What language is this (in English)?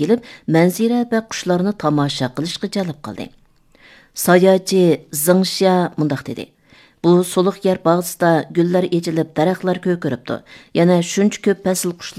Uyghur